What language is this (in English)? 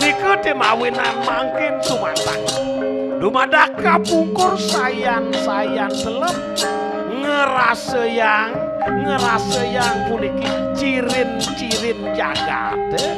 Balinese